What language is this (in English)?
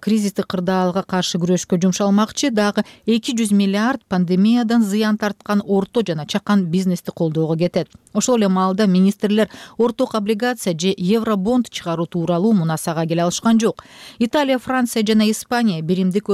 Kyrgyz